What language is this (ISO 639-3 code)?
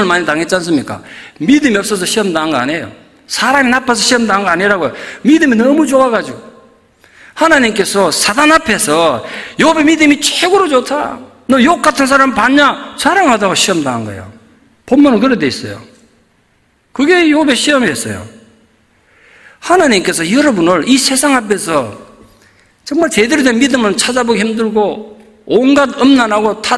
kor